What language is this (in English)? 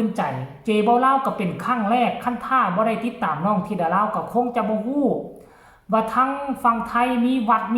Northeastern Thai